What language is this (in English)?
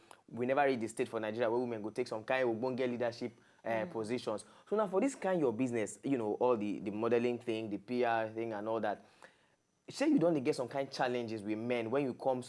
Nigerian Pidgin